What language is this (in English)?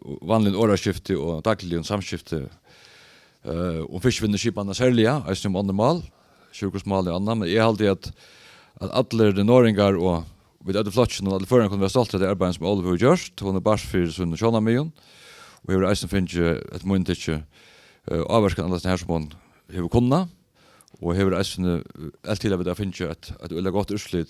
Faroese